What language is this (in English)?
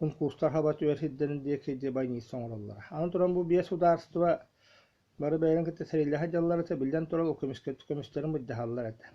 Yakut